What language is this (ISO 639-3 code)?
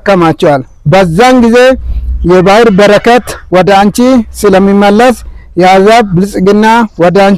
amh